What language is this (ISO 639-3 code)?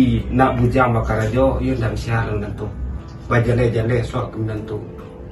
min